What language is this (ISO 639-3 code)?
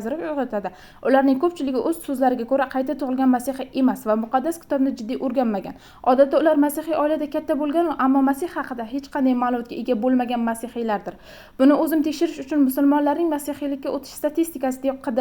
uzb